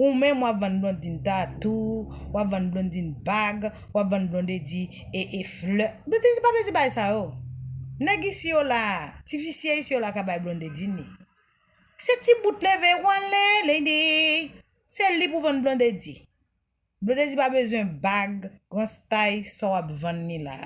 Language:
Haitian Creole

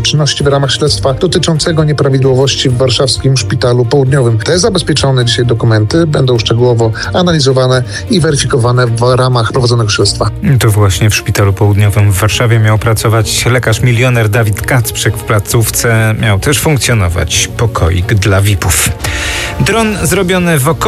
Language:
Polish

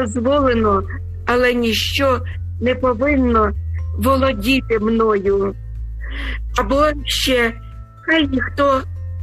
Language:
Ukrainian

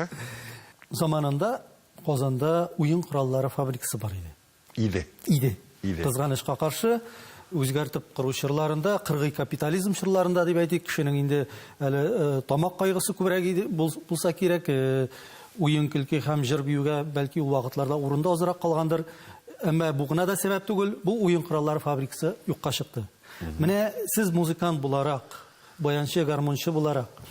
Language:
Tatar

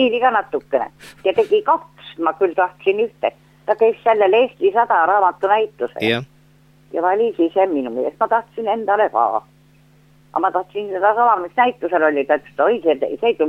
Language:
Estonian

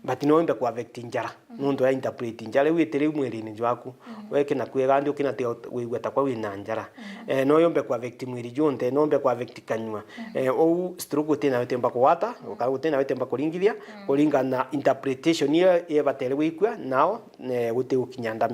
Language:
Meru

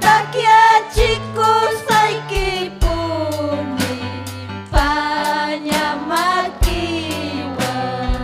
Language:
Ayacucho Quechua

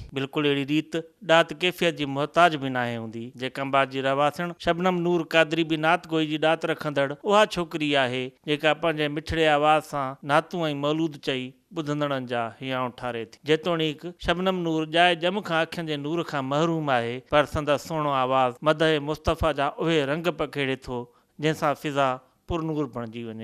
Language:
Sindhi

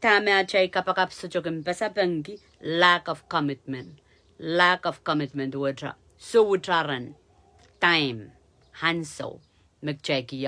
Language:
Pohnpeian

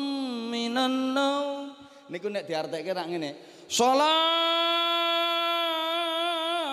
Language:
Javanese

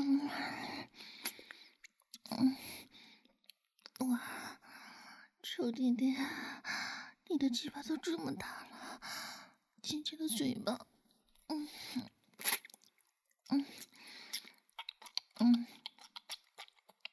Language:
Chinese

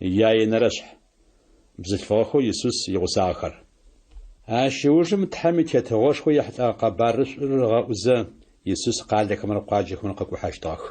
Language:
Adyghe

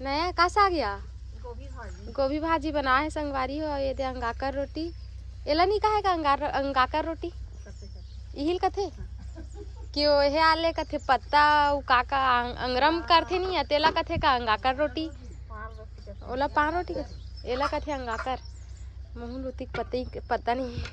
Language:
Chhattisgarhi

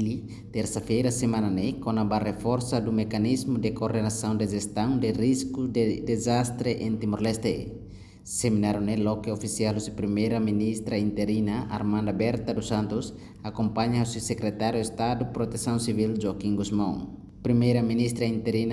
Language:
Tetum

